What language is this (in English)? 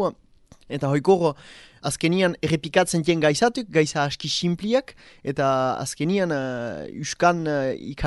Basque